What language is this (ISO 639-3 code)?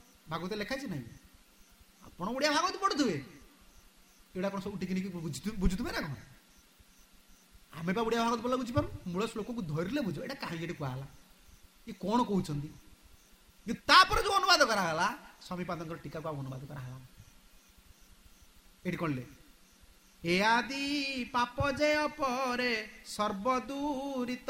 ori